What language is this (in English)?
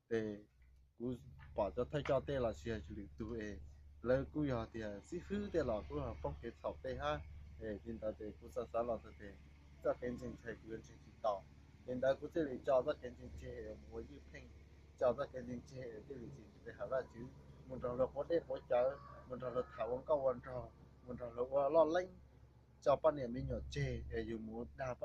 Hmong